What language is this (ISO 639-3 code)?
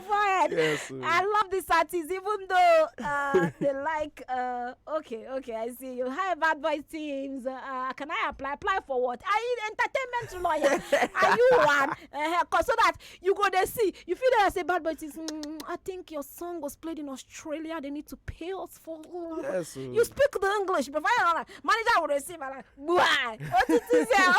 pcm